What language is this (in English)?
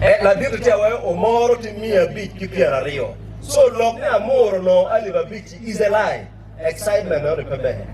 Acoli